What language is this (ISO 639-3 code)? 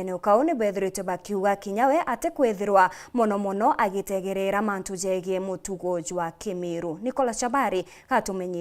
mer